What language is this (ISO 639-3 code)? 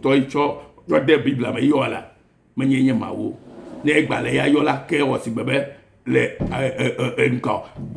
ewe